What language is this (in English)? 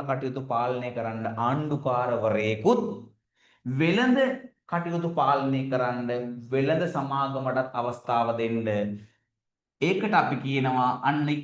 Sinhala